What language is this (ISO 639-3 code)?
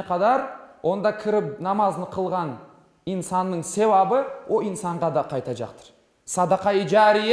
crh